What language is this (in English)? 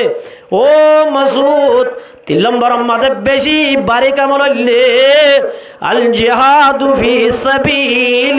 Rohingya